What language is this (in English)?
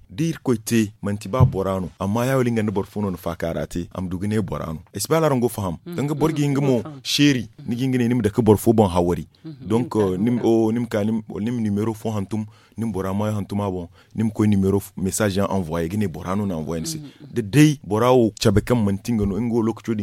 Zarma